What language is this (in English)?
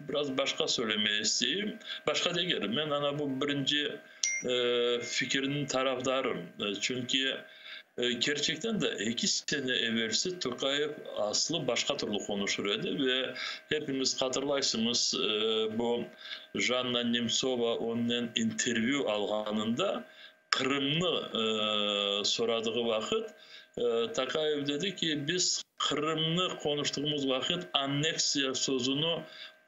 Crimean Tatar